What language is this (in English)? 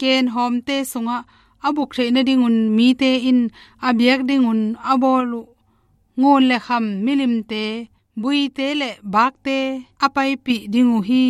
Tedim Chin